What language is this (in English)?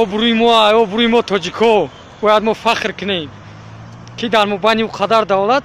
Tajik